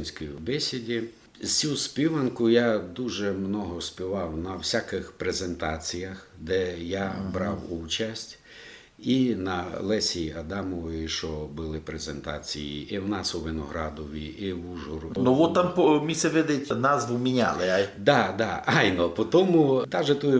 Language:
Rusyn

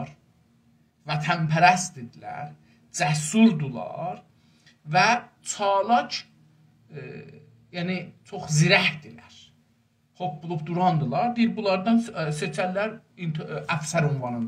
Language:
South Azerbaijani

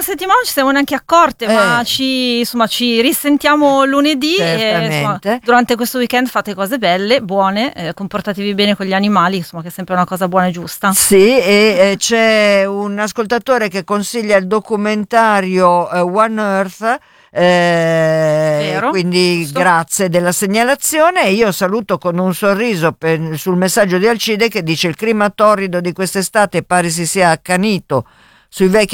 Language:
Italian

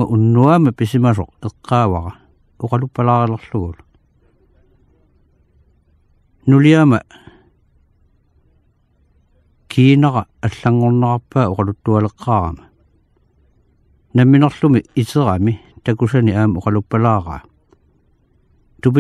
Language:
Kalaallisut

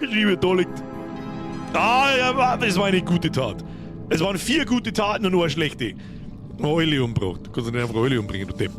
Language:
Bavarian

